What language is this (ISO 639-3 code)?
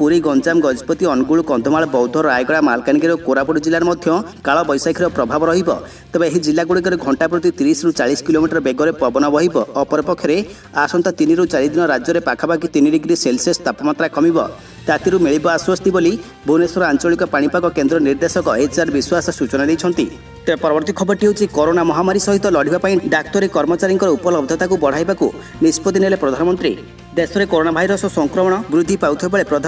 ori